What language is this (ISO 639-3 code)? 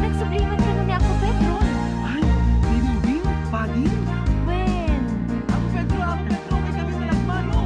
ilo